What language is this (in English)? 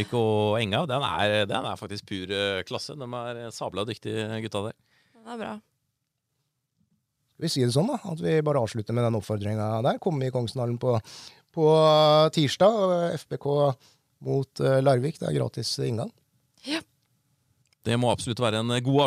Norwegian